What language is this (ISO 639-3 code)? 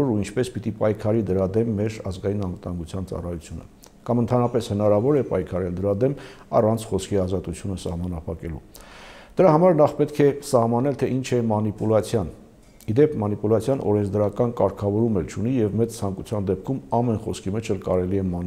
hye